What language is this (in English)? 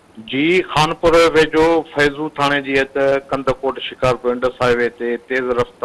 Sindhi